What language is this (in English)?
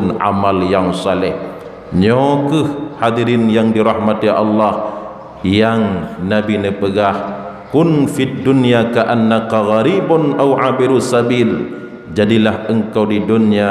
Achinese